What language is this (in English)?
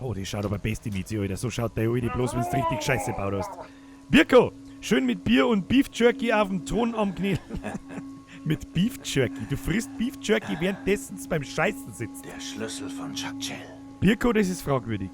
Bavarian